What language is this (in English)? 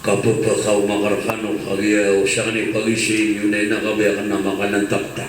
Maranao